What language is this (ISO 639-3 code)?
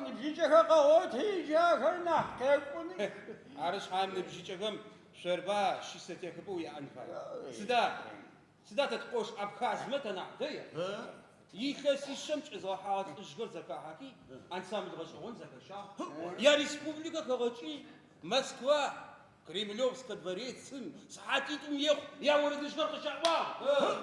ady